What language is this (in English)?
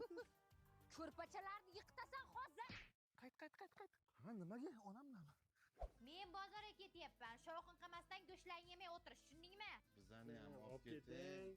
Uzbek